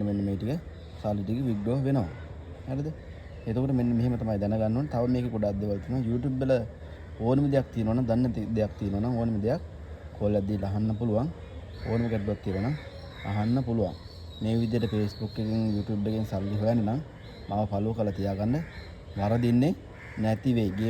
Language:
Sinhala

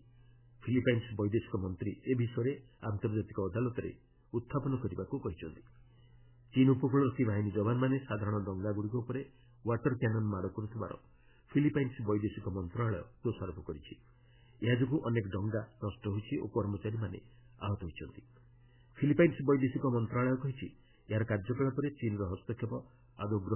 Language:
Odia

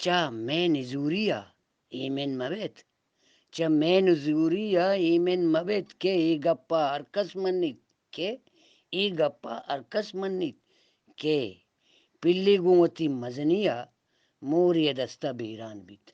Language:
Eastern Balochi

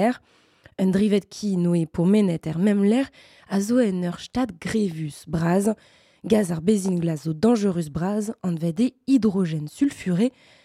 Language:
Breton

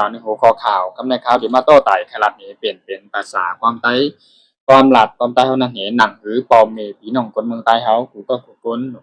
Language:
Shan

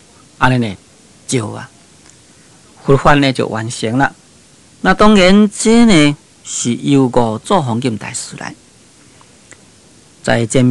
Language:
Min Nan Chinese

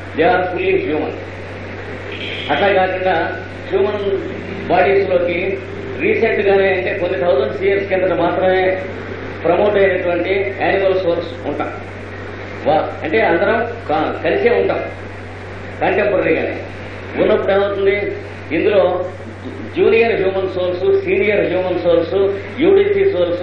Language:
Telugu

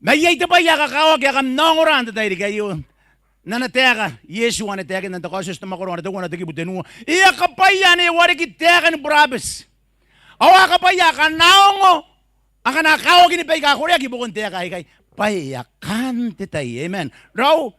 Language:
Gilbertese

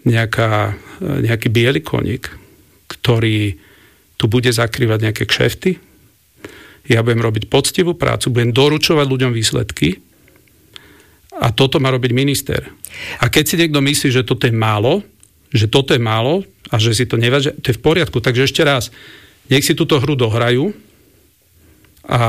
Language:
Slovak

